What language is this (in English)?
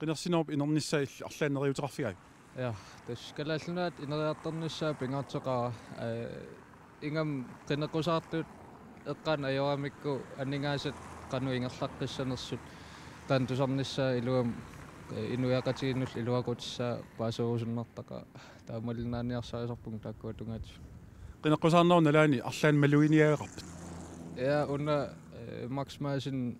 Kalaallisut